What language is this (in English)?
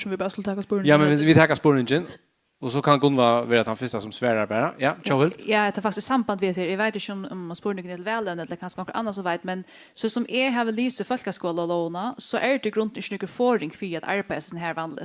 Faroese